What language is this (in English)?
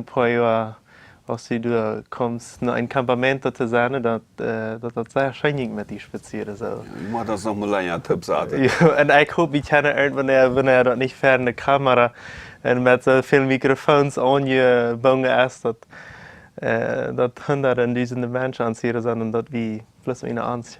Plautdietsch